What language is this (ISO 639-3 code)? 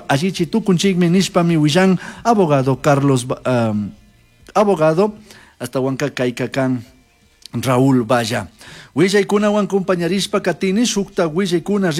qug